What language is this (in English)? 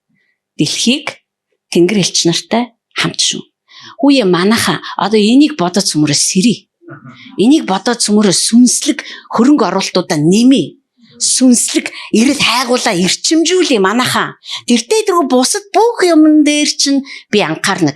Mongolian